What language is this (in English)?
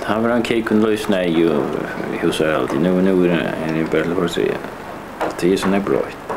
Faroese